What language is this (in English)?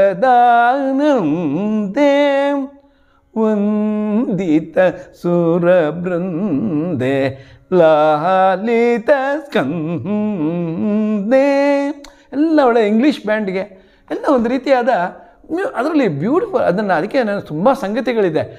Kannada